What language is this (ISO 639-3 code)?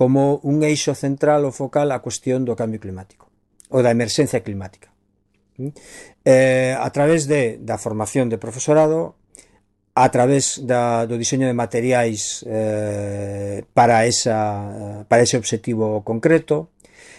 glg